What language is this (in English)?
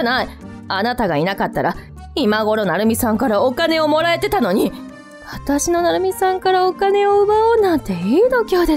Japanese